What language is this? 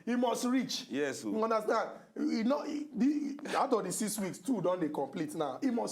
Nigerian Pidgin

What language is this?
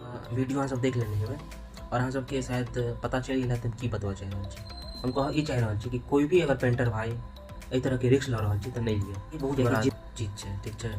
Maithili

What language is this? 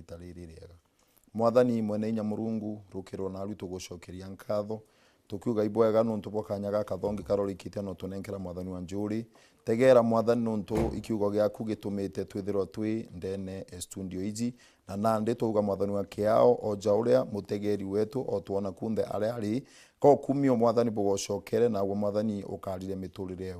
Meru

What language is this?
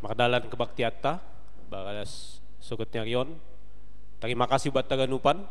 Batak Simalungun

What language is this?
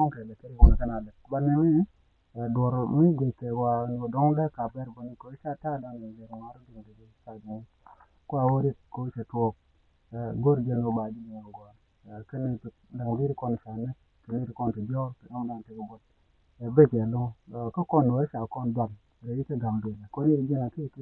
Nuer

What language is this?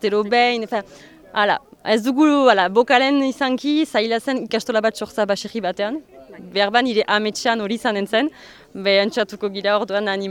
Basque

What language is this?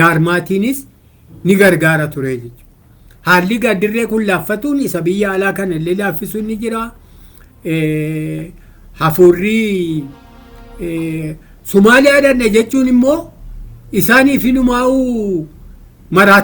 Oromo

